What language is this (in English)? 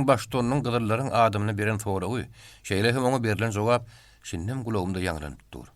Turkmen